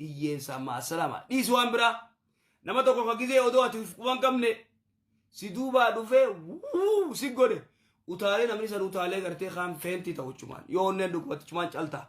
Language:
Oromo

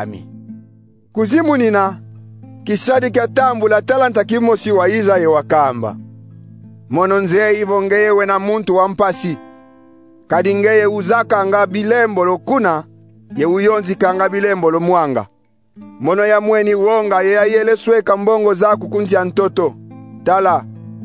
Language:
Kongo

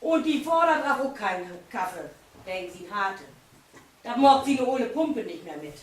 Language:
Low German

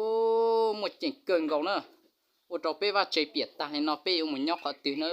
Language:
Hmong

